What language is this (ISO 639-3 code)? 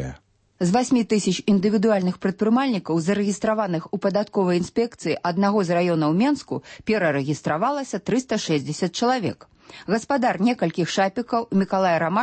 bel